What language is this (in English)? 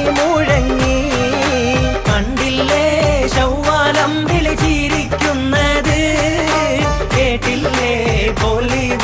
Malayalam